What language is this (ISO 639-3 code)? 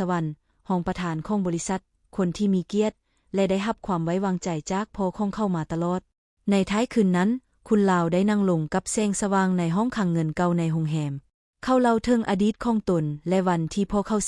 lao